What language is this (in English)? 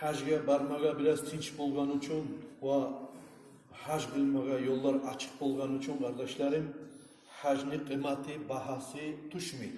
Kumyk